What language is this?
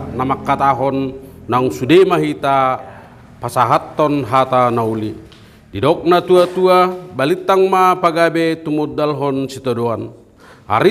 Batak Toba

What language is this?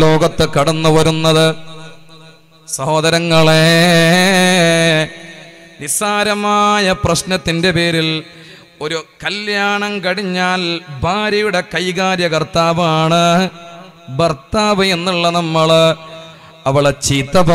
Malayalam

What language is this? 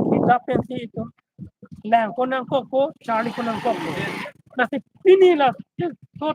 Karbi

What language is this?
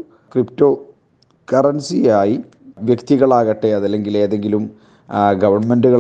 Malayalam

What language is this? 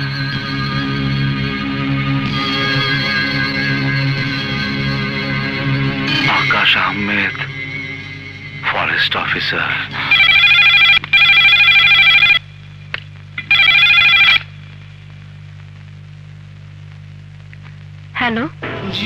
Bangla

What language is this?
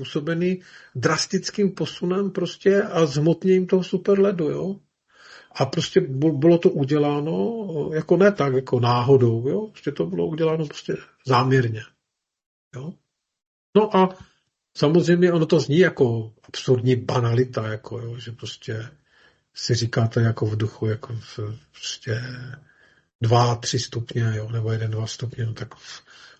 Czech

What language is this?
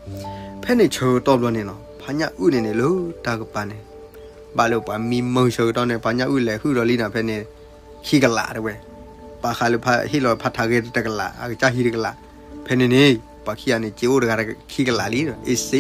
S'gaw Karen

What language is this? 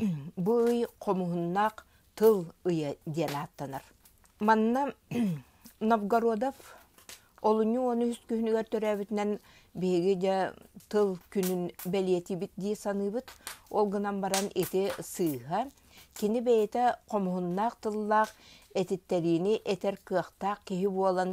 Yakut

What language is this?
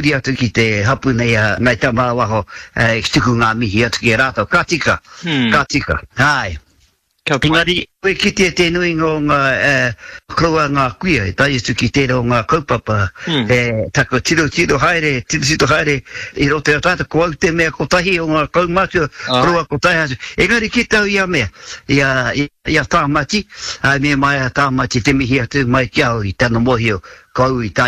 Māori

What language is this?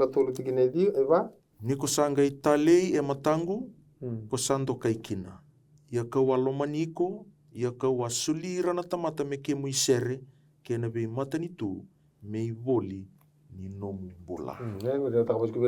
Fijian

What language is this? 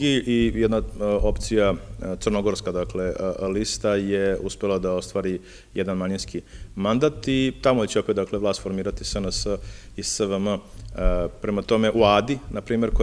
Serbian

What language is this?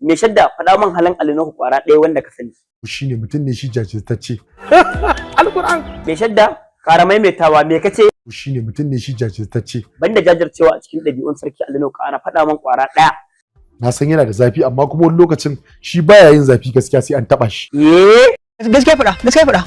Hausa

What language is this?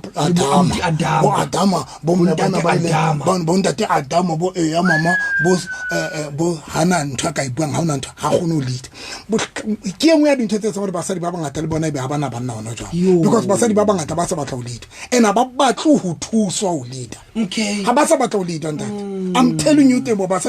Southern Sotho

